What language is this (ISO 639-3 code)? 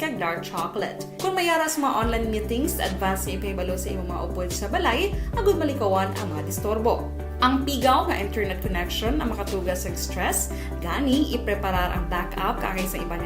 hil